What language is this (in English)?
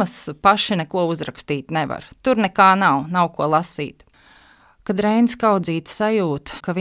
Latvian